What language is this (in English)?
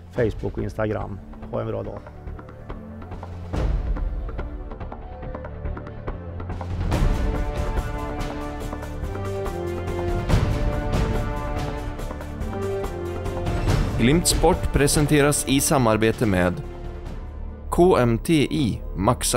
Swedish